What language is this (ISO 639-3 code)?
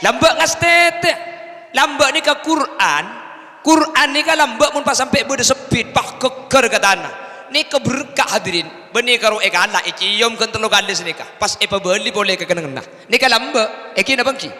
mad